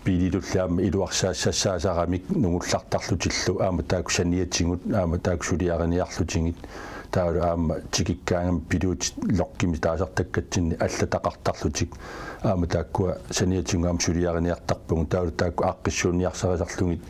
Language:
Kalaallisut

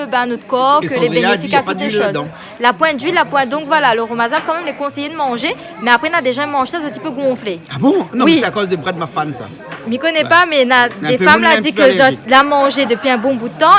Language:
Réunion Creole French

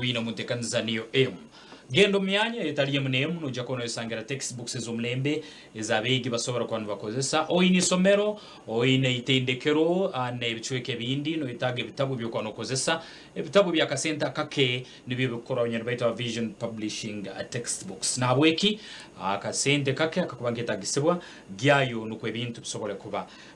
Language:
Nyankole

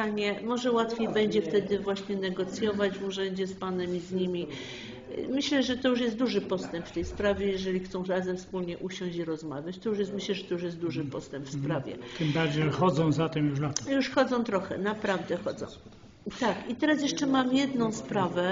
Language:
Polish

